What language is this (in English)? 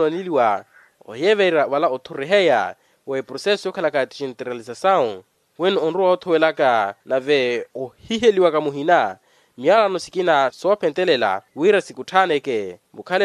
Makhuwa